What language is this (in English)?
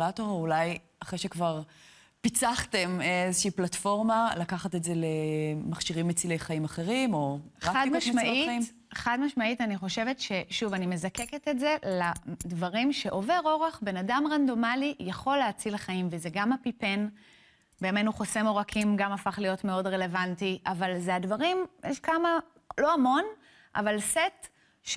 Hebrew